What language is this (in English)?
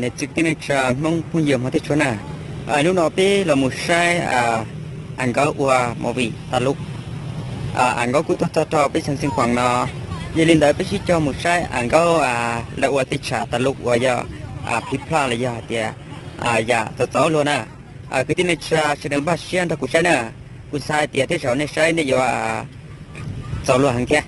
Hmong